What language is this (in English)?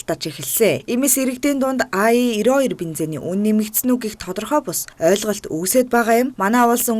Mongolian